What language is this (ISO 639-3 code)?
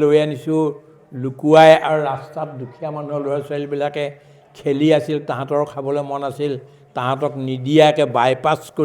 asm